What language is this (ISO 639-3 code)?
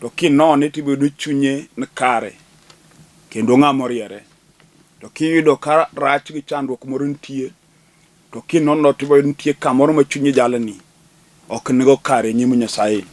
luo